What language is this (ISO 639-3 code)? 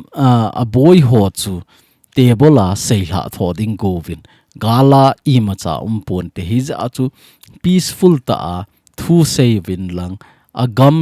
tcz